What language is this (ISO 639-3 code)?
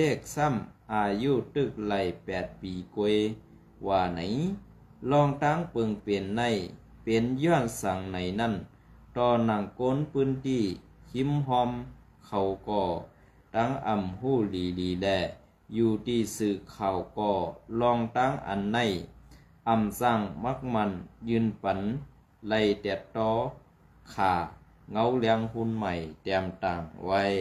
shn